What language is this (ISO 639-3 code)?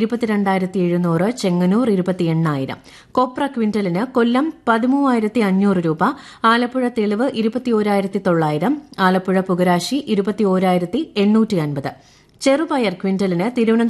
mal